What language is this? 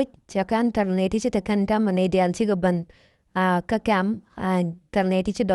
Nuer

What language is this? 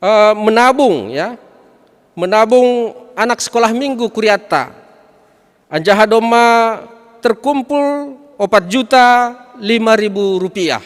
Batak Simalungun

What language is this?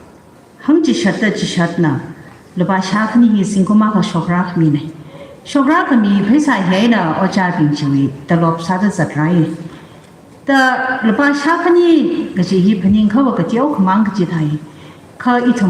Tangkhul Naga (India)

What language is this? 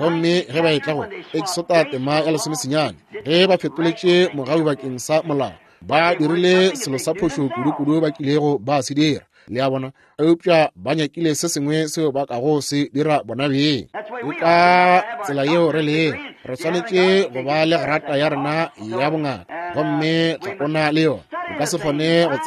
Northern Sotho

